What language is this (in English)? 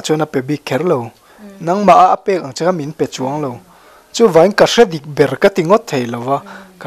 Mizo